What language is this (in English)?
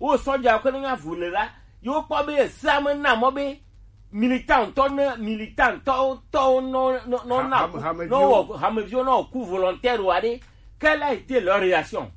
Gen